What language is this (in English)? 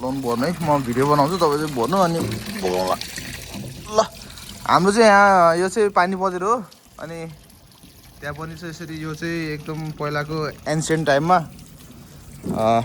Nepali